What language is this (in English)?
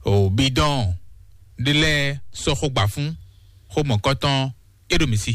Fon